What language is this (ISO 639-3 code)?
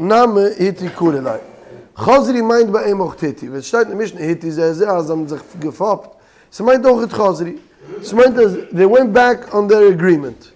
yid